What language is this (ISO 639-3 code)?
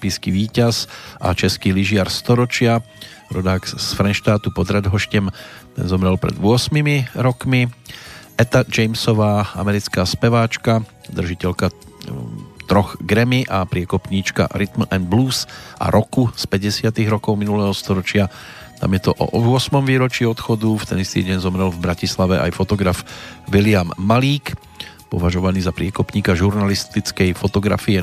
slk